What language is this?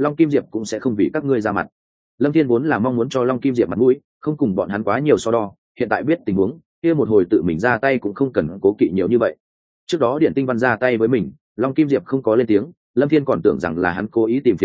Vietnamese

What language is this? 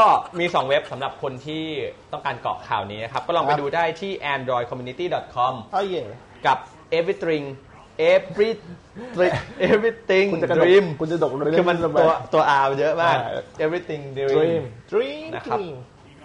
Thai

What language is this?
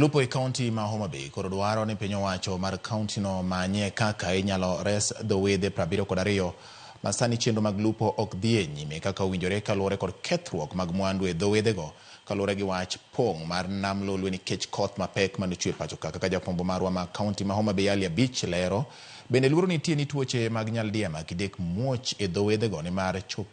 Luo (Kenya and Tanzania)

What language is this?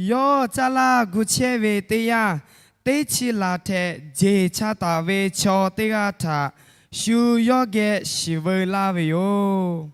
Lahu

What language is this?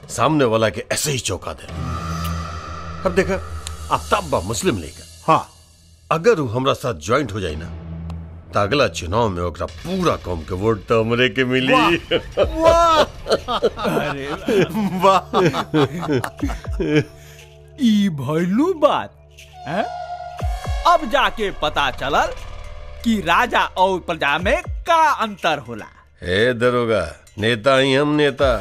Bhojpuri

